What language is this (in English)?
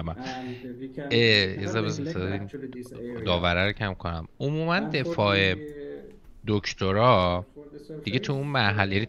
Persian